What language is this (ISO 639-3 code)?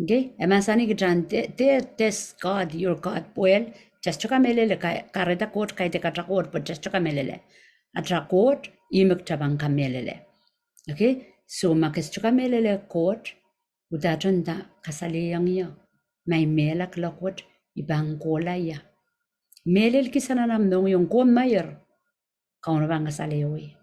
pon